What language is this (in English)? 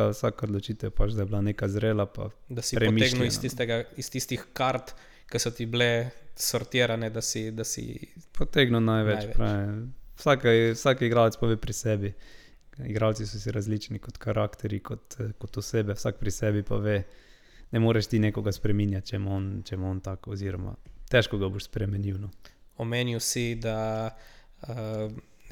Slovenian